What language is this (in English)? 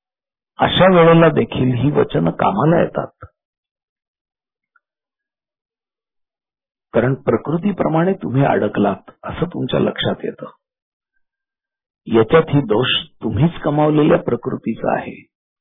Marathi